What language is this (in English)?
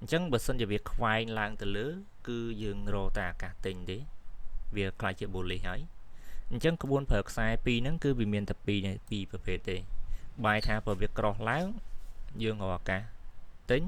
Khmer